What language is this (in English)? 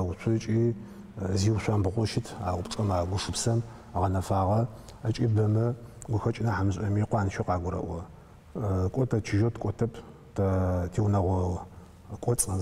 Adyghe